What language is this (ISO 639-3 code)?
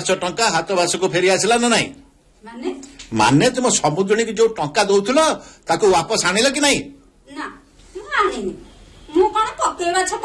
ori